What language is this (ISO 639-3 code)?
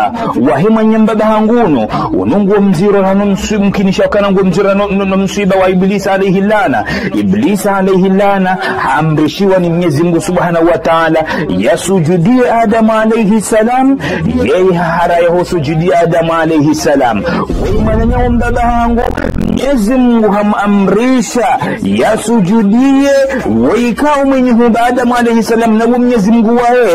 zdj